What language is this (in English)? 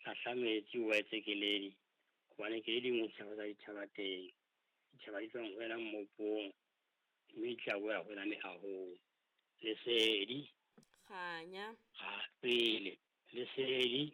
Southern Sotho